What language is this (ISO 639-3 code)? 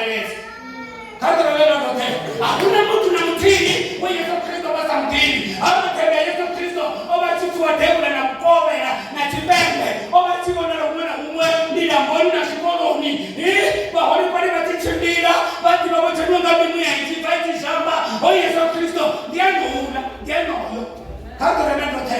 ven